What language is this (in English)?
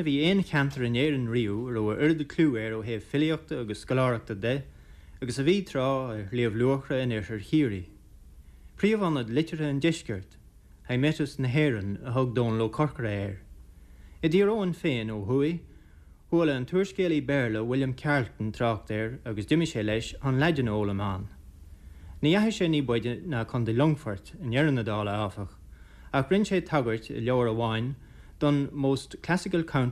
Irish